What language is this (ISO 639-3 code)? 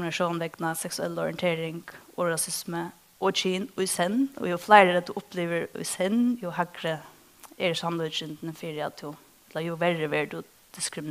fao